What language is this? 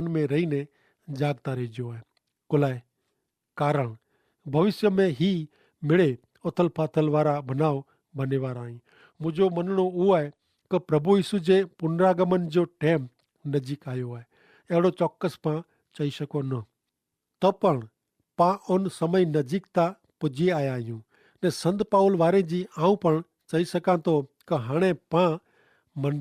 Kachhi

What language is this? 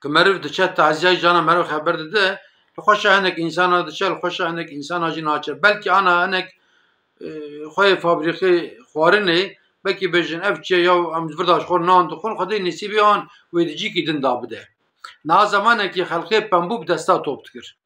Kurdish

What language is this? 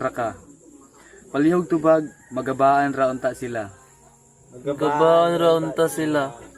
Cebuano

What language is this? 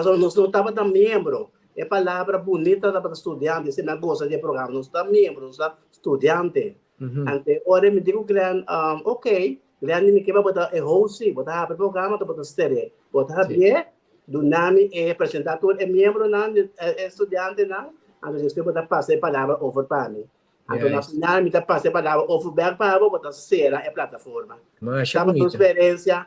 Papiamento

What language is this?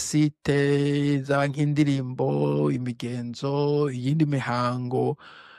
Rundi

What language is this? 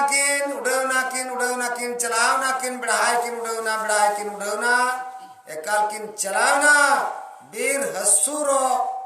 Santali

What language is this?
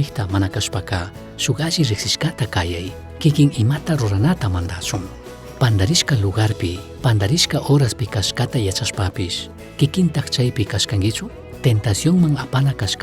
Chimborazo Highland Quichua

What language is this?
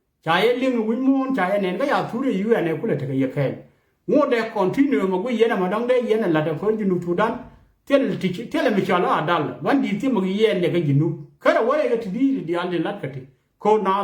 Nuer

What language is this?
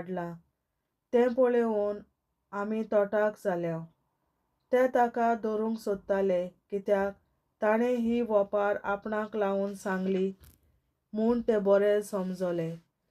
Konkani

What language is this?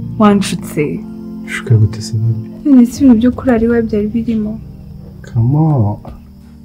Kinyarwanda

